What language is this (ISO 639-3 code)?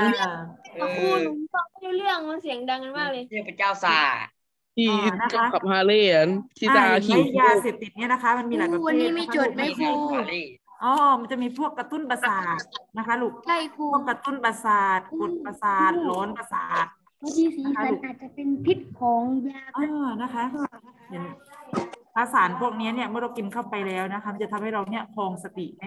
tha